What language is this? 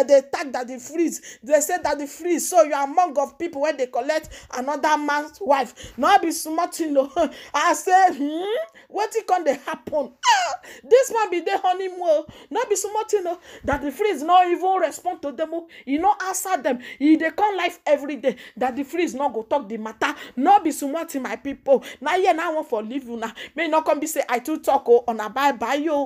Nigerian Pidgin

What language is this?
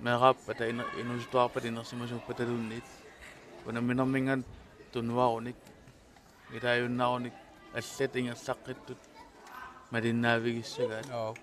Kalaallisut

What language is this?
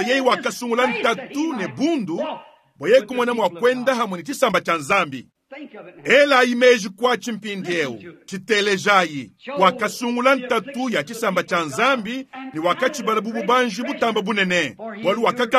Luba-Lulua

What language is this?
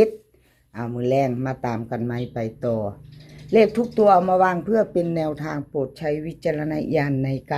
Northeastern Thai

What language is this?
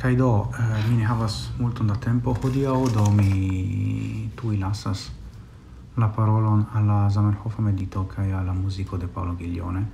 Esperanto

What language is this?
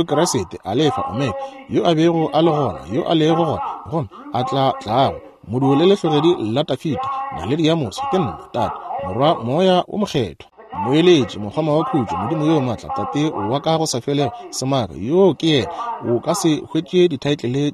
Northern Sotho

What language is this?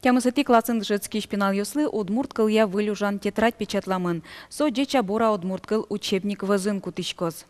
Udmurt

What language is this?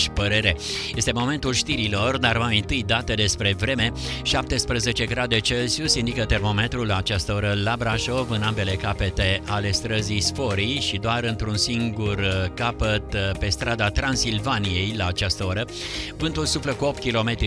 Romanian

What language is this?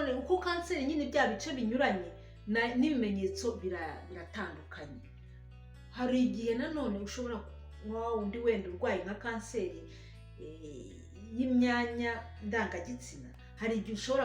Kinyarwanda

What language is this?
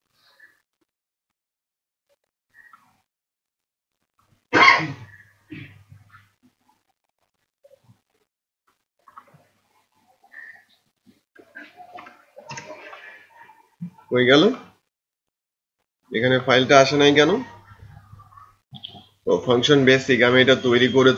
Bangla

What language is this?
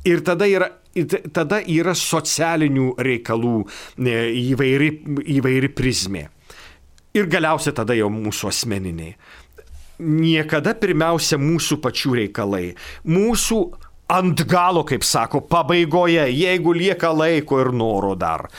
Lithuanian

